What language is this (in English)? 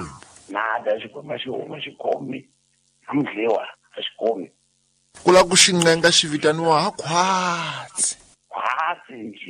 Tsonga